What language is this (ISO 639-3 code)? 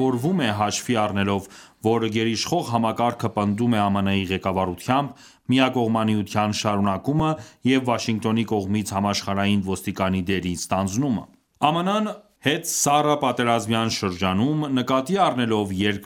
hye